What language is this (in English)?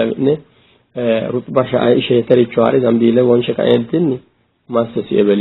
Sidamo